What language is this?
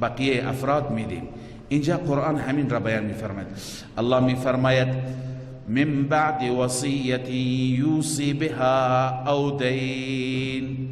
Persian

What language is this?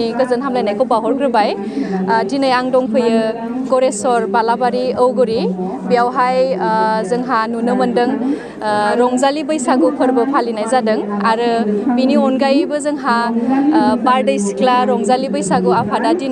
Bodo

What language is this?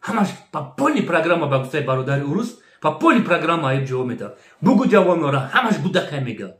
Tajik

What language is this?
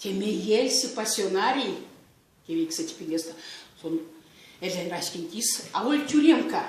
Erzya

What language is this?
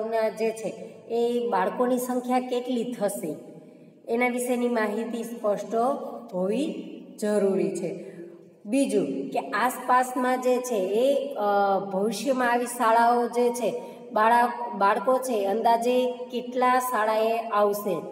Gujarati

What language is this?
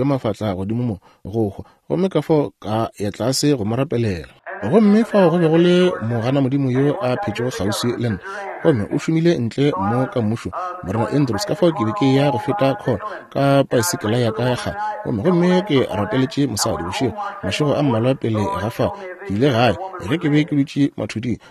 Northern Sotho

